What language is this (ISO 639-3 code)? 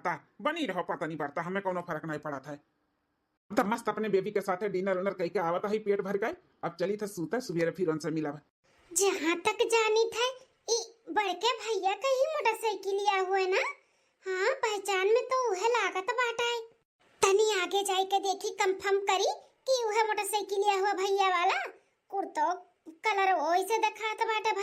awa